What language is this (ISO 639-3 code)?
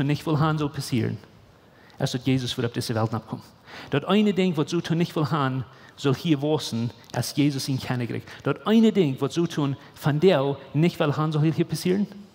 pdt